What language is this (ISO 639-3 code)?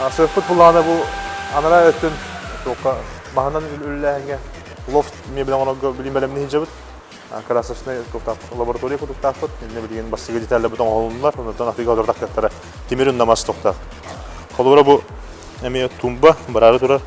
sah